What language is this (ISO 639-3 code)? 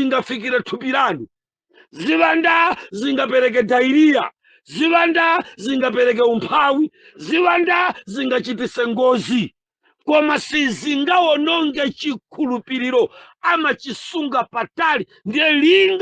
nya